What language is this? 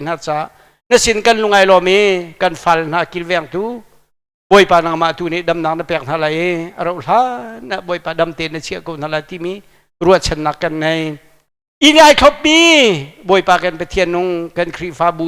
Hakha Chin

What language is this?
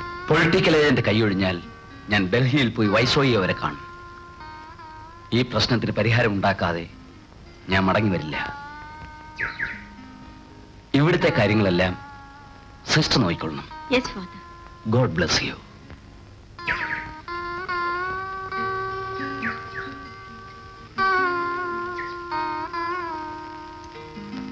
Malayalam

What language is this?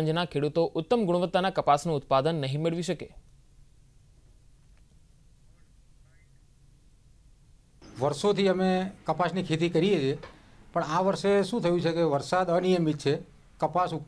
Gujarati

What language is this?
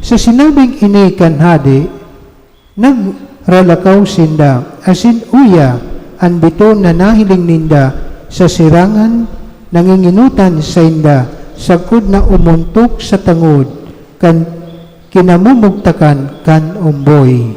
Bikol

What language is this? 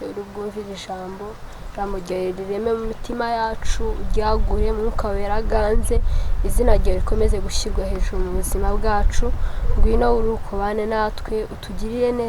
Kinyarwanda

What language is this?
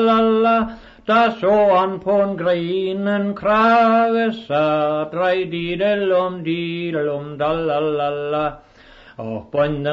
Danish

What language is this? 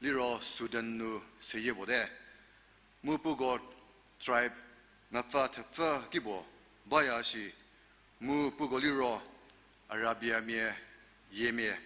Angami Naga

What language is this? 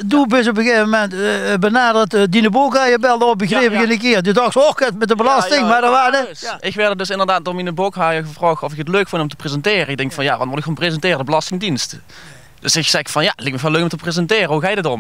Limburgish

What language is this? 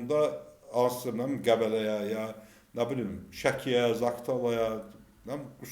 Azerbaijani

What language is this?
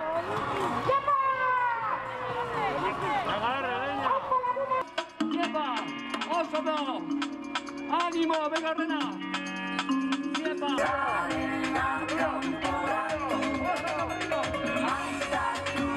Basque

